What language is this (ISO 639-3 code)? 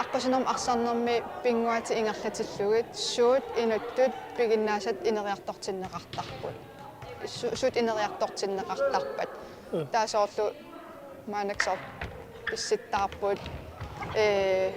kal